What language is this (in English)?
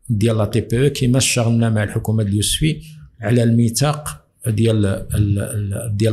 Moroccan Arabic